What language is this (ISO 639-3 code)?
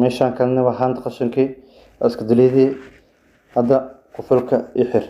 som